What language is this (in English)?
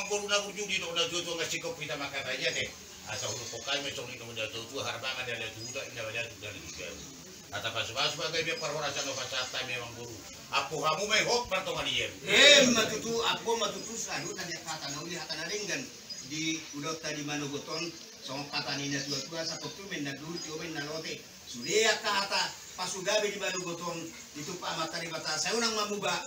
Batak Toba